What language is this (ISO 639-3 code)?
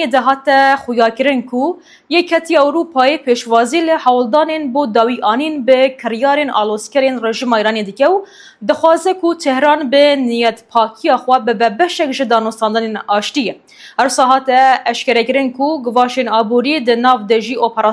kur